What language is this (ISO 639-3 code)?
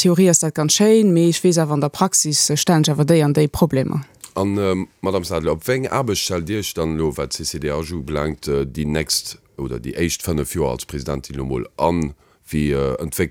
ltz